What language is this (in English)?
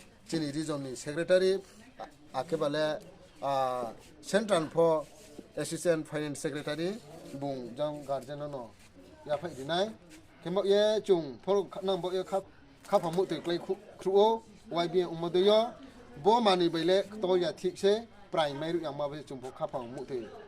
Riang (India)